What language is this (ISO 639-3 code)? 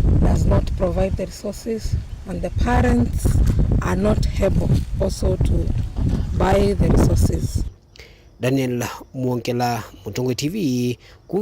kam